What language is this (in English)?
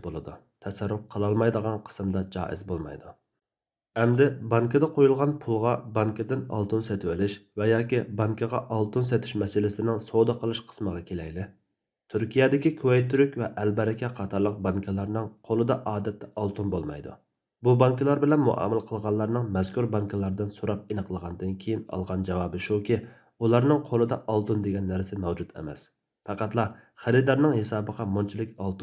Uyghur